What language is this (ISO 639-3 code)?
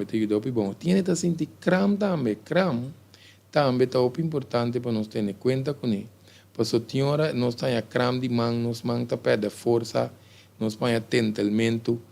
pap